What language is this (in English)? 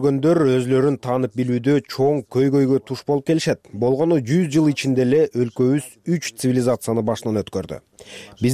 Kyrgyz